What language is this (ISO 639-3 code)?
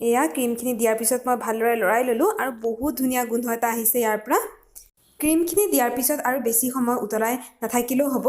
asm